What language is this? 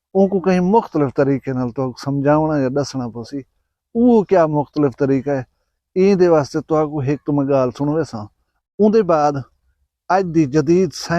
Saraiki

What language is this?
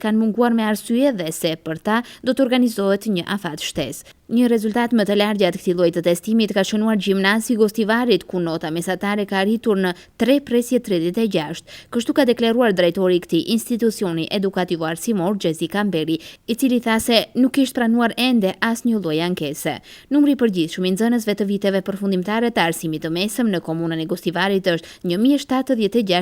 Albanian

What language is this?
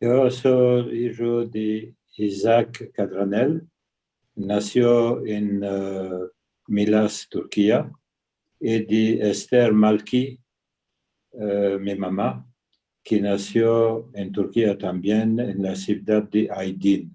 Ladino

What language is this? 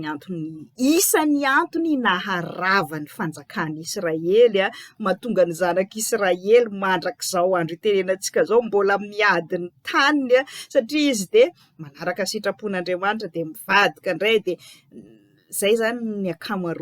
Malagasy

